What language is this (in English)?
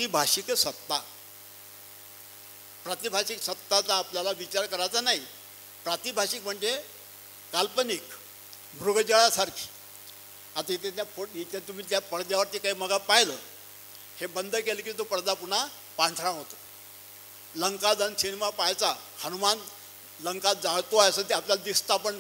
Marathi